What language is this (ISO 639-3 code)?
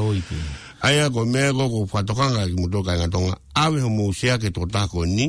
ton